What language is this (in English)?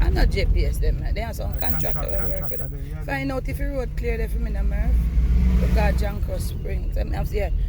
Jamaican Creole English